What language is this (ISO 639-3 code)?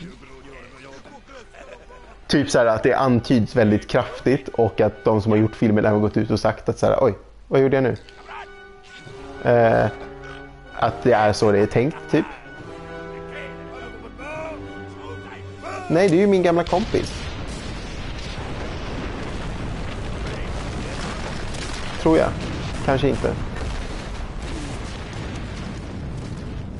swe